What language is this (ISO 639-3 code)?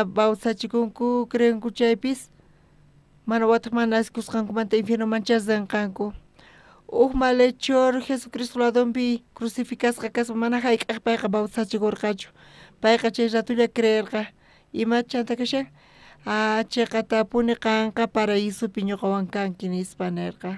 quh